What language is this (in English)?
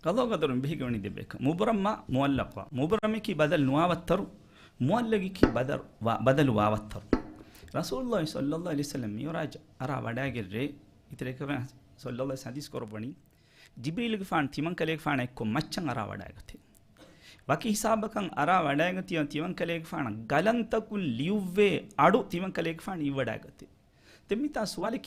Divehi